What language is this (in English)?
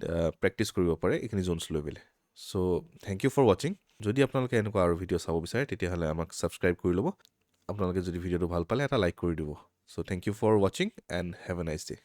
Assamese